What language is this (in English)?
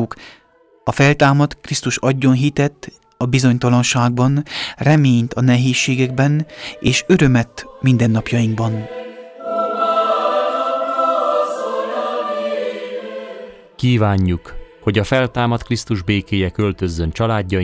Hungarian